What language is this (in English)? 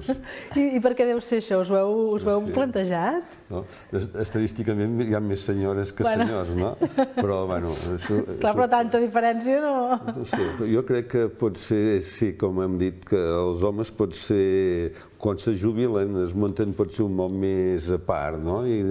Catalan